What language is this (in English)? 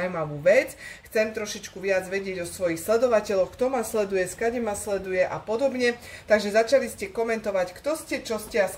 Slovak